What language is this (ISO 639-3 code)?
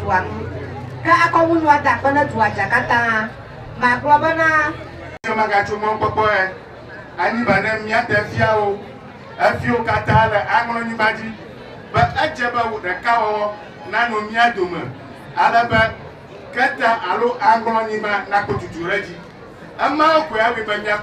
ewe